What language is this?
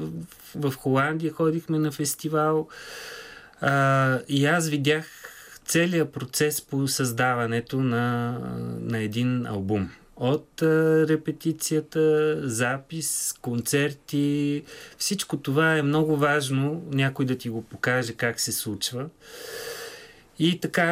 Bulgarian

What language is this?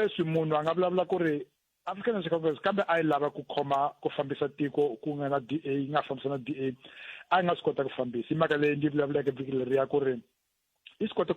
Tsonga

